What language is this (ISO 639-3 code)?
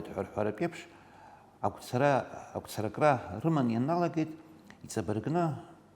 abk